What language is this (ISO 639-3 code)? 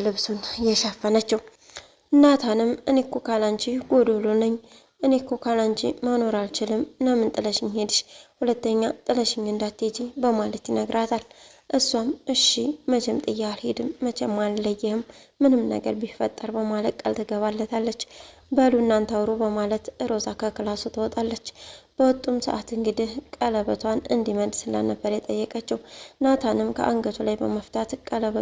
amh